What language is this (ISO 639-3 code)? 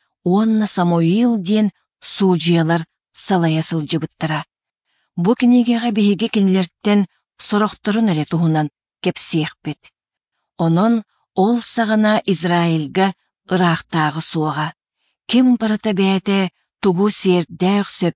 sah